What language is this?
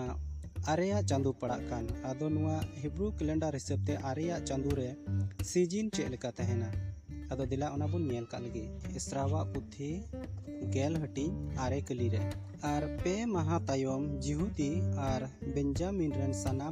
Santali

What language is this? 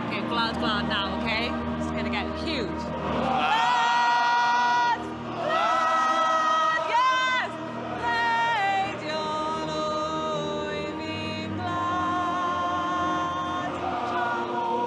Welsh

